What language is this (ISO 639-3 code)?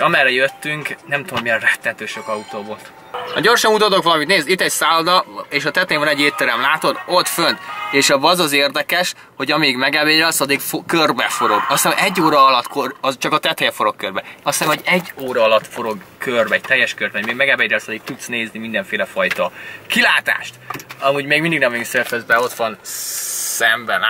hun